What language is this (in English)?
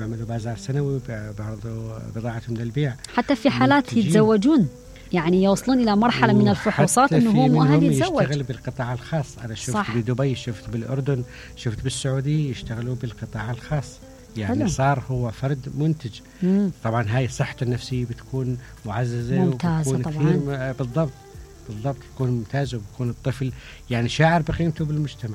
Mesopotamian Arabic